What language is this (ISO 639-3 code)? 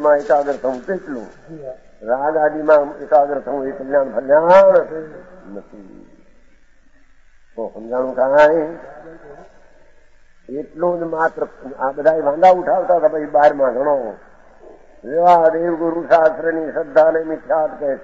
guj